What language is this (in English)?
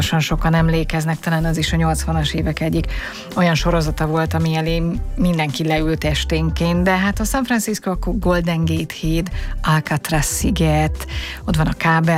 Hungarian